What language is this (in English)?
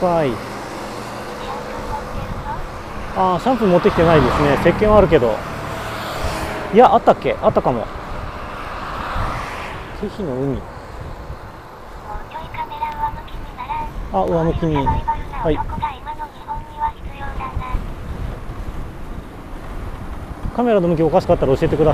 Japanese